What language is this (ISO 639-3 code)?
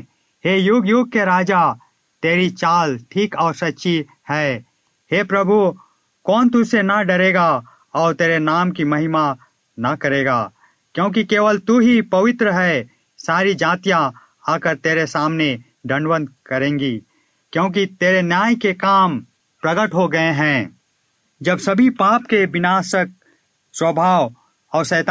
hin